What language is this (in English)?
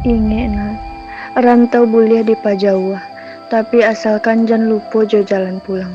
Minangkabau